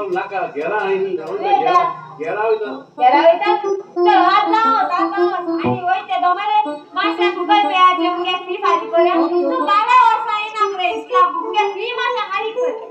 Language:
Konkani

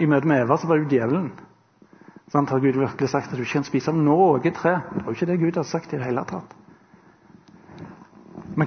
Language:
Norwegian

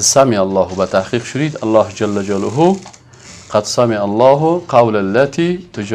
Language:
Persian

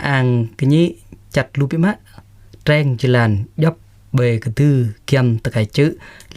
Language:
Jarai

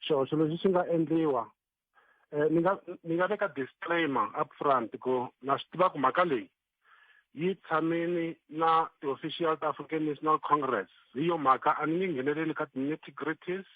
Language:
Tsonga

